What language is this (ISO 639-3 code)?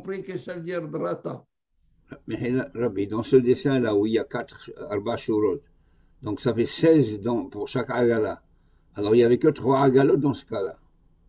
fra